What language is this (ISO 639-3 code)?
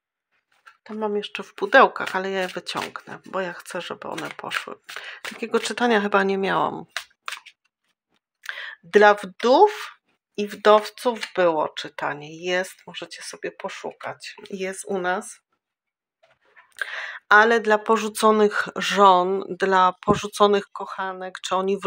pol